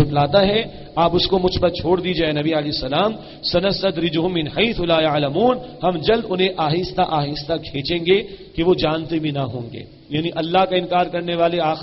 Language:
Urdu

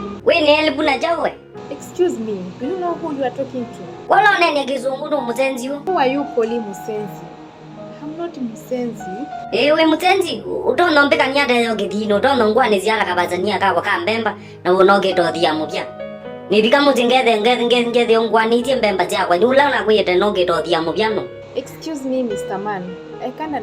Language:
Kamba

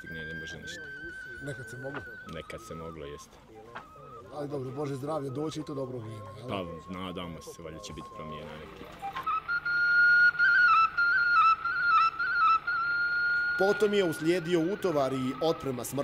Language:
Bosnian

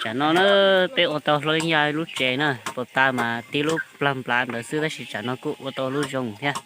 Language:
Hmong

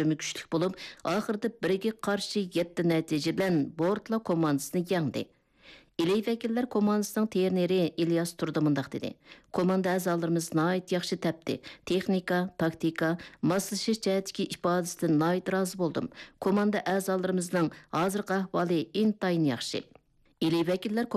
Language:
Uyghur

